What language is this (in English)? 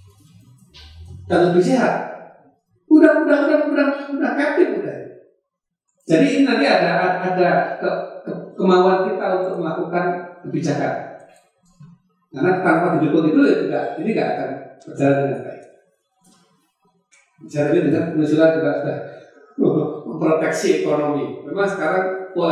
Indonesian